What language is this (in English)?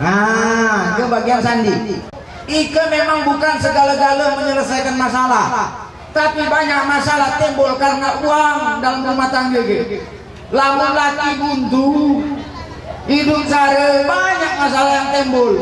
Musi